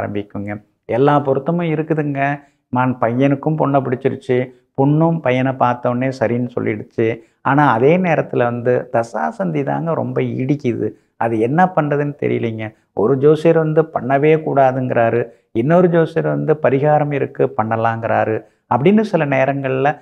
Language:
Tamil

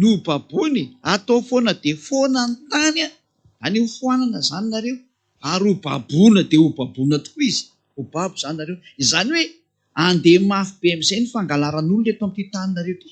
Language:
Malagasy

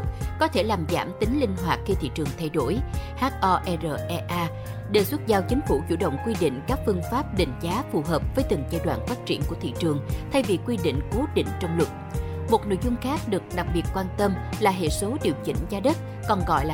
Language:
Vietnamese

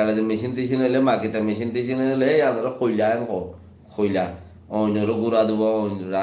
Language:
Rohingya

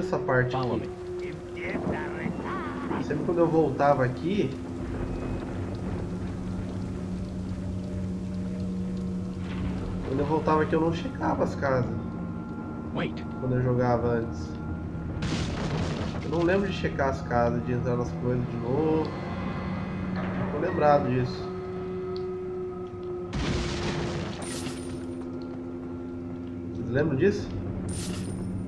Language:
Portuguese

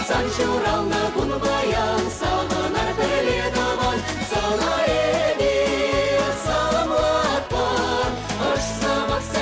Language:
Chuvash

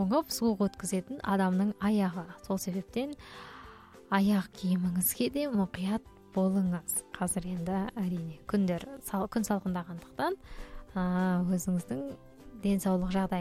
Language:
Kazakh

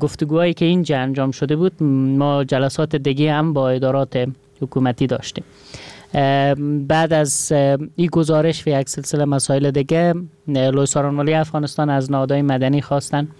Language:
Persian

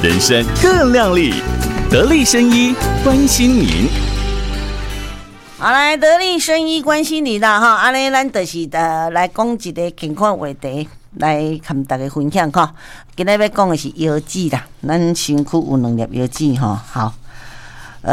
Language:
Min Nan Chinese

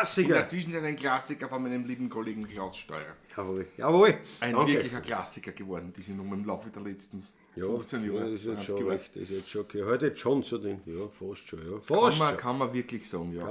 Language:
Bavarian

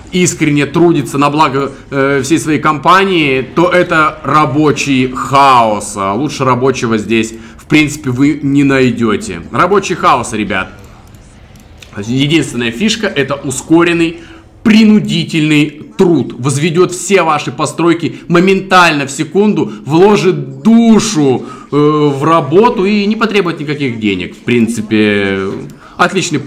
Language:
Russian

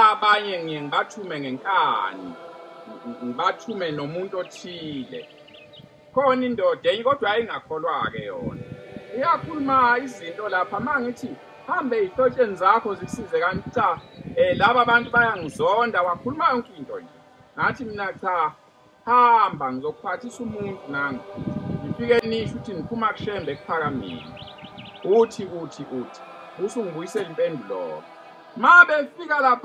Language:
Zulu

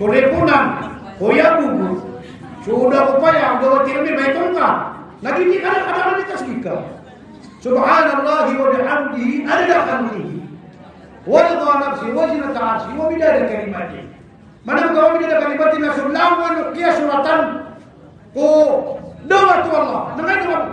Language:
Maranao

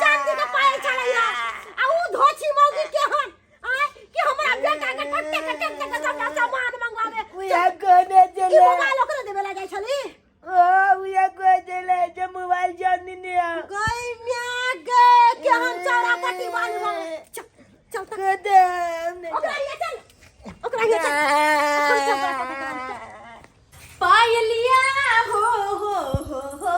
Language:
Maithili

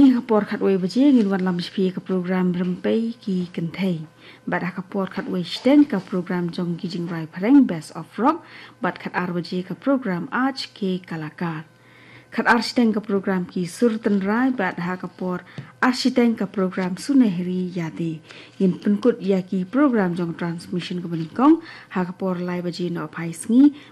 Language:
Khasi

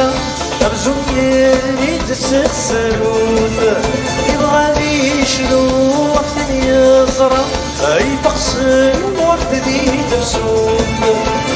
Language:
Kabyle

